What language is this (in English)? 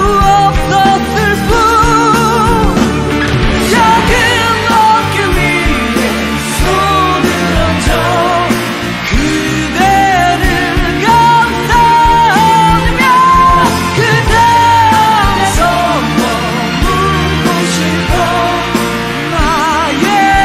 Korean